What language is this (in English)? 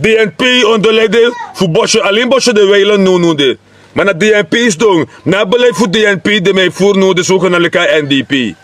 Sranan Tongo